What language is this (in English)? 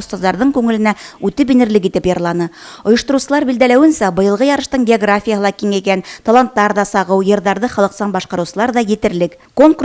Bashkir